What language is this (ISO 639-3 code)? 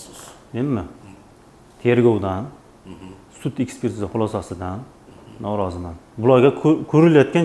uzb